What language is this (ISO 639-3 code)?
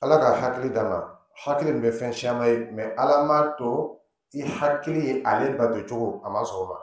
dyu